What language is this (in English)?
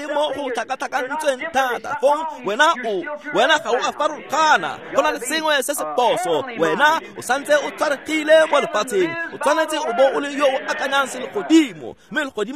Tswana